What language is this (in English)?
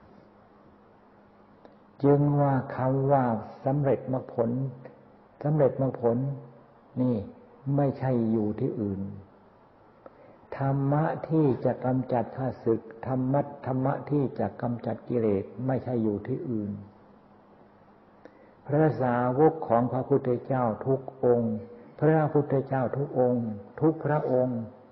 Thai